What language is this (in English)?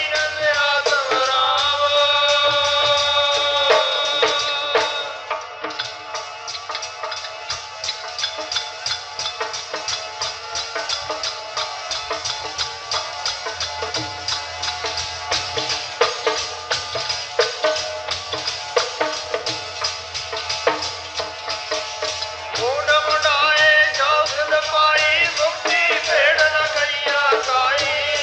Punjabi